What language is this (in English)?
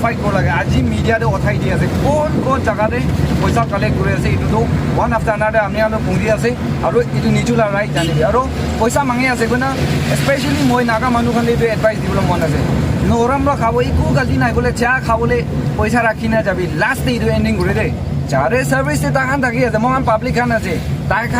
Naga Pidgin